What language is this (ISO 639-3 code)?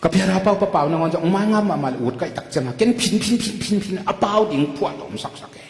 ctd